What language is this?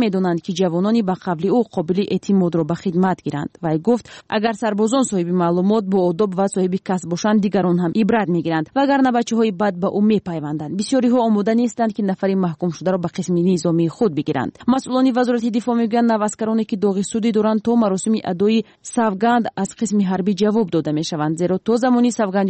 Tajik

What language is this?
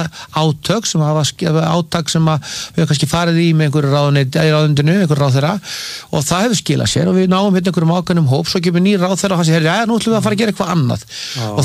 Icelandic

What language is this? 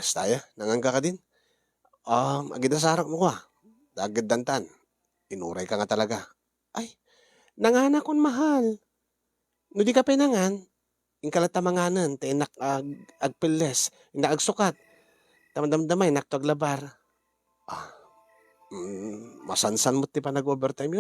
Iloko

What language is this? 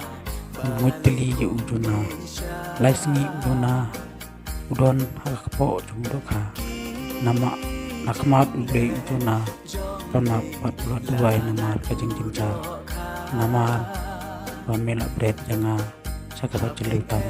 Khasi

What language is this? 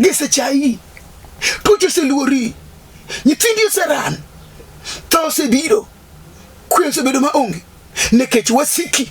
Luo (Kenya and Tanzania)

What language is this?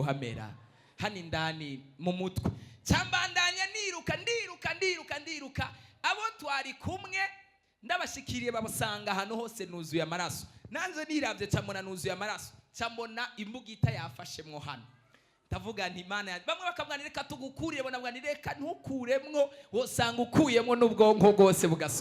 Rundi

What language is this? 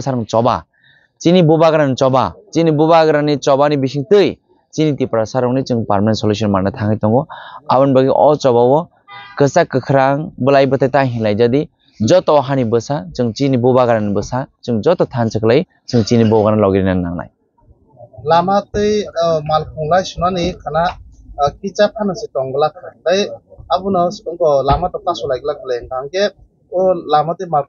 Kok Borok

